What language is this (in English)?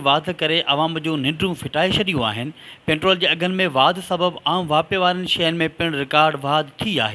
Sindhi